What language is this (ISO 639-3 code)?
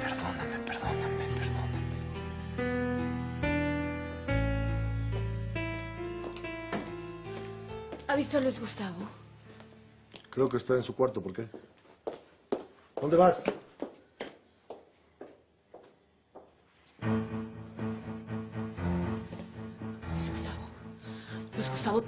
spa